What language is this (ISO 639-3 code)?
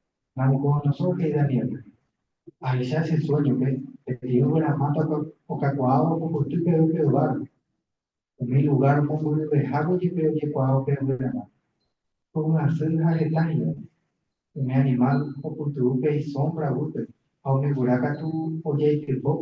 grn